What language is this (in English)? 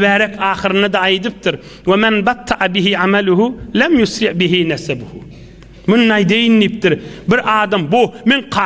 Turkmen